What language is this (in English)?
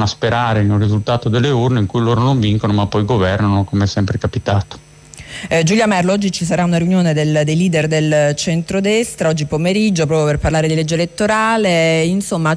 Italian